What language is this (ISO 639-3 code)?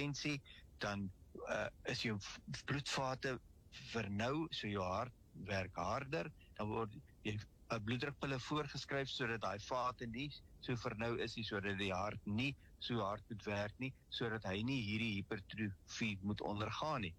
afr